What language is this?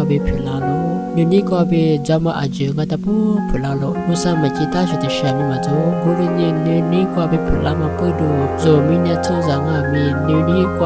Lisu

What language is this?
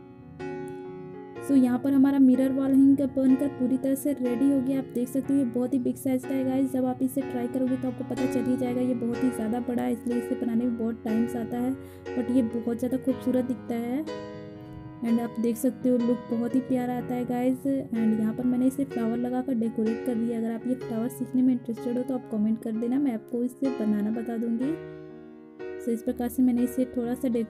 Hindi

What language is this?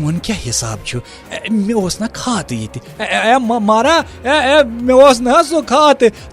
Kashmiri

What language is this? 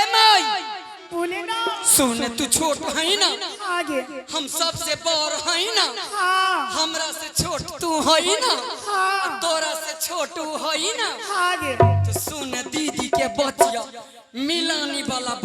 Angika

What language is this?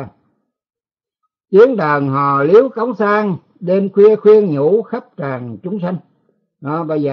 Vietnamese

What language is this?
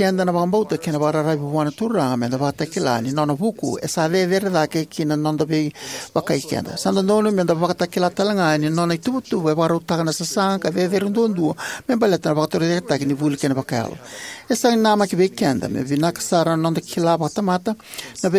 Fijian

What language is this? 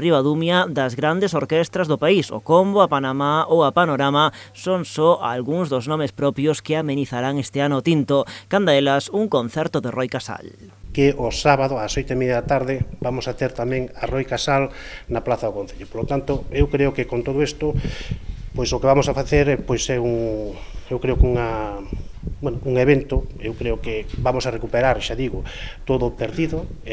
Galician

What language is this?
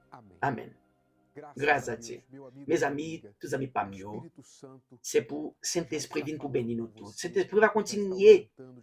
Haitian Creole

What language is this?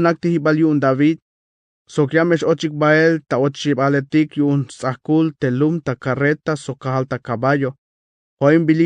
Tzeltal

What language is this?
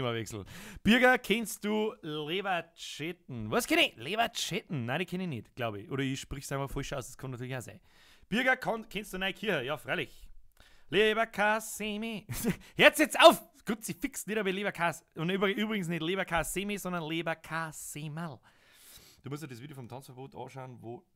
Bavarian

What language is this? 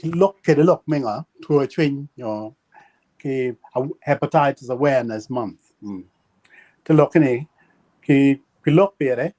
Acoli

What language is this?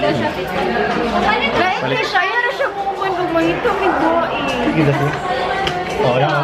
Cebuano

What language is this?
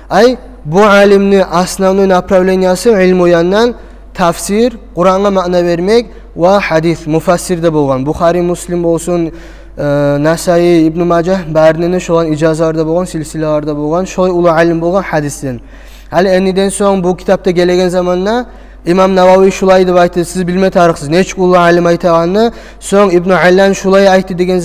Kumyk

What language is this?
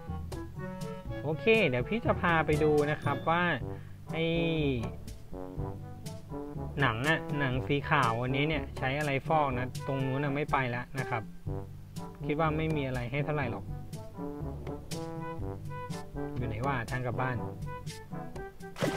Thai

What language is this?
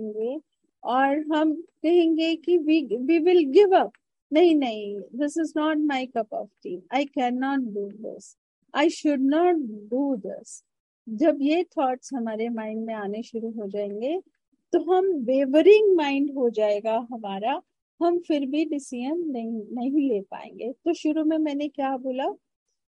Hindi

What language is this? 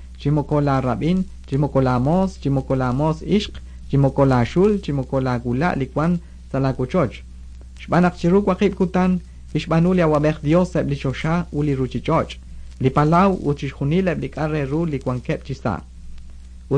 Kekchí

